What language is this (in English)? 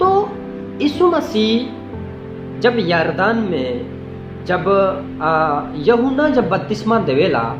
Sadri